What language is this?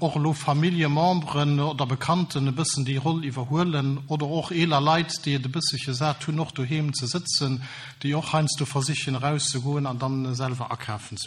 Luxembourgish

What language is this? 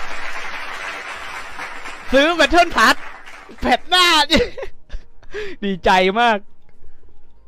Thai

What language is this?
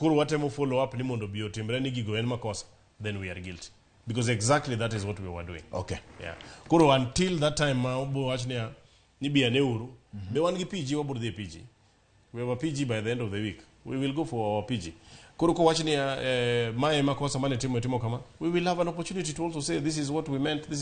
Luo (Kenya and Tanzania)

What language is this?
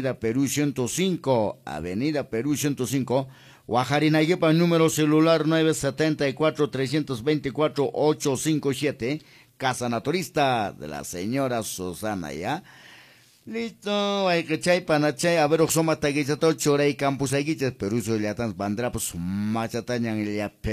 Quechua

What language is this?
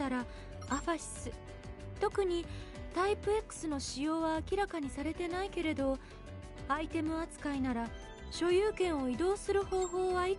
Japanese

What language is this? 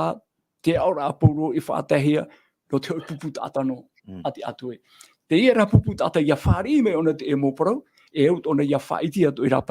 Tahitian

